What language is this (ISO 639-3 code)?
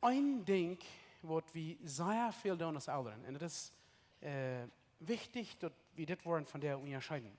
pdt